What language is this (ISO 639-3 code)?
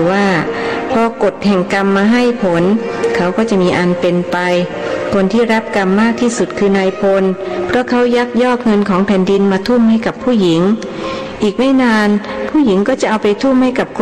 tha